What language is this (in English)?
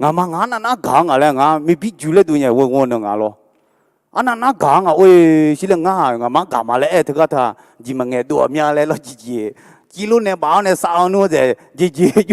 Akha